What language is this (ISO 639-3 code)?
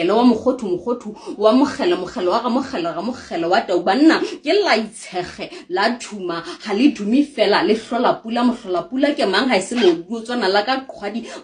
sot